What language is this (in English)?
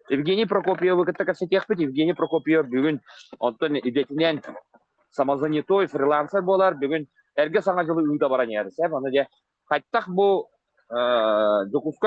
Yakut